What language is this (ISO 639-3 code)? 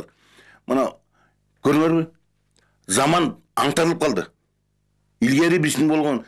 kir